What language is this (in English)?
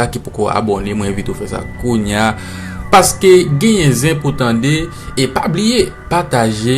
Haitian Creole